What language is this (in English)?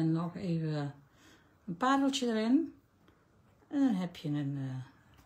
Dutch